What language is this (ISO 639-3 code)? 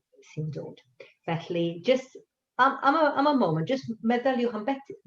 cym